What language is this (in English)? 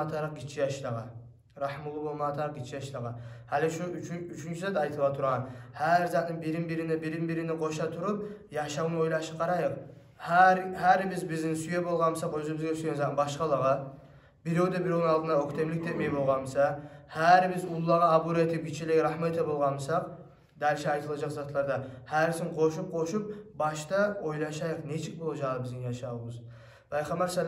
Kumyk